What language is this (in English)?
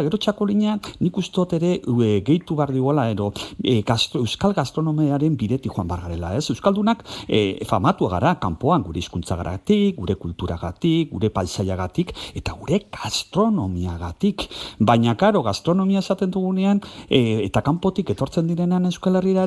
Basque